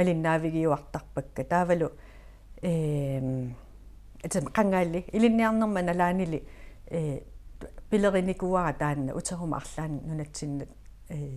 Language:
Kalaallisut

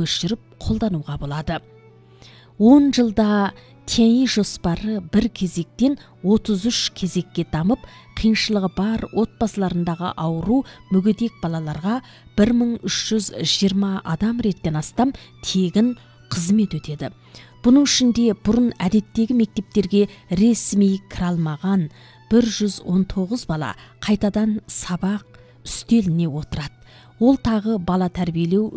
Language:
Kazakh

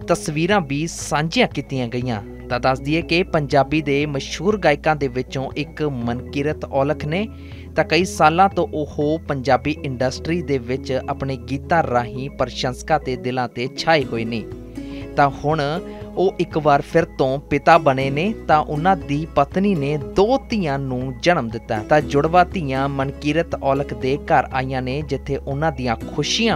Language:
Punjabi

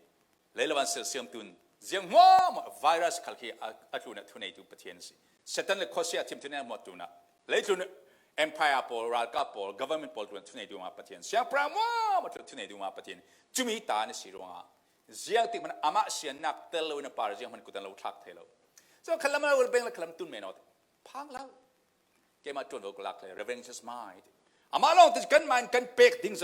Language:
Falam Chin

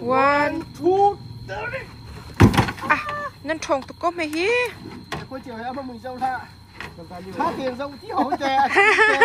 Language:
Hakha Chin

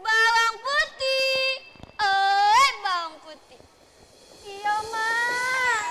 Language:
Musi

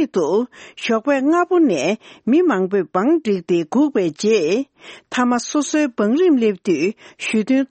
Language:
Tibetan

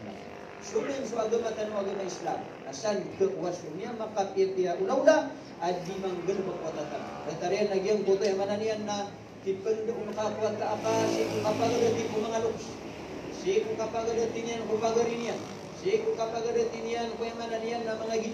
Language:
Maranao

